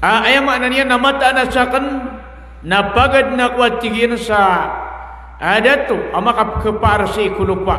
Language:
Maranao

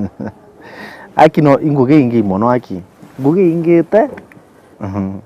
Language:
Meru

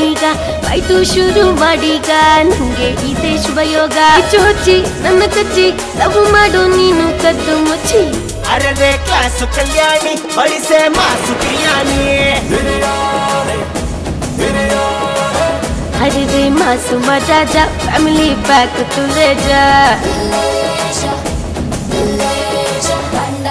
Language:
Kannada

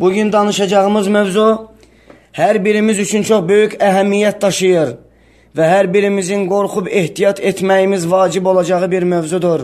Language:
Azerbaijani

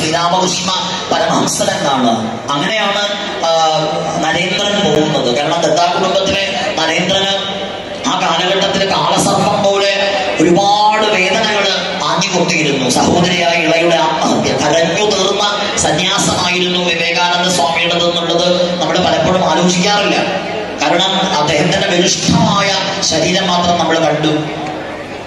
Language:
Malayalam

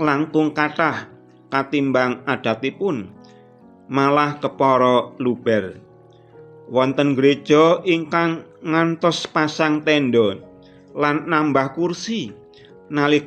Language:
Javanese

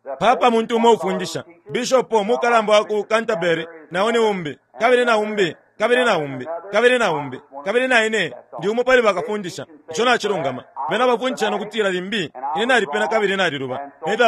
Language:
Bemba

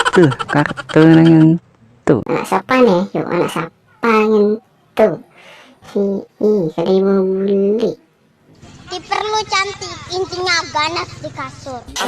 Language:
Banjar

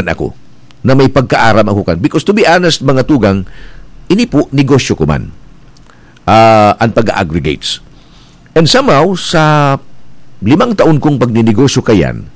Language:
Bikol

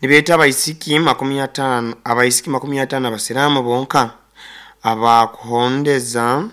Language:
Nyoro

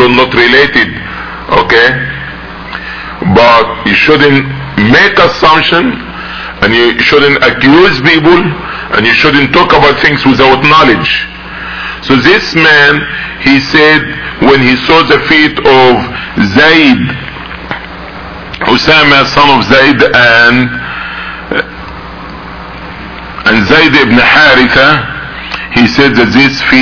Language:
English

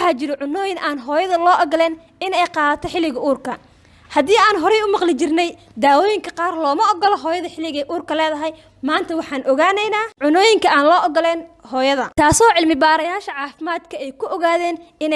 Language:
Somali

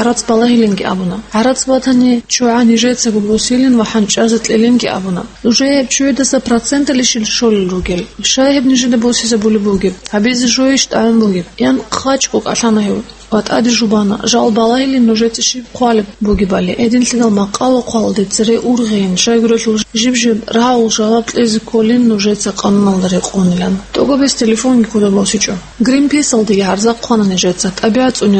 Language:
Avaric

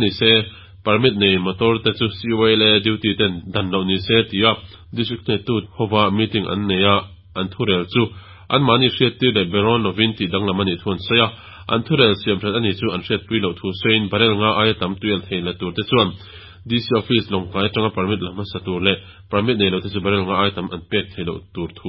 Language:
Mizo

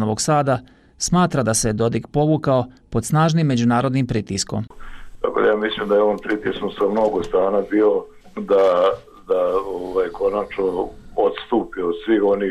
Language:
Bosnian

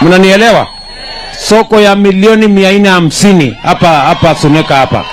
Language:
Gusii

